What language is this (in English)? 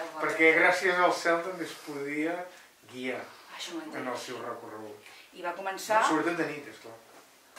Catalan